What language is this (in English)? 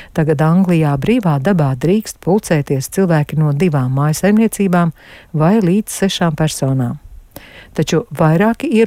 Latvian